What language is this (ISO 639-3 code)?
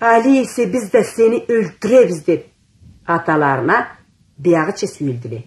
krc